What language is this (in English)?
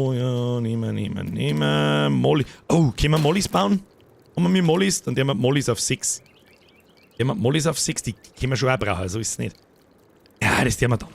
Bavarian